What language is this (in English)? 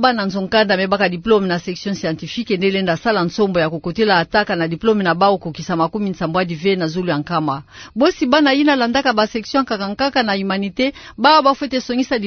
Kituba (Democratic Republic of Congo)